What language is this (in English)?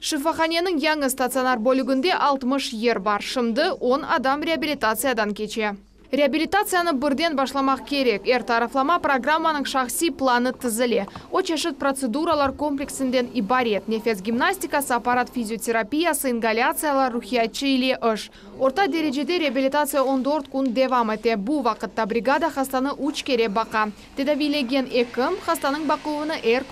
Crimean Tatar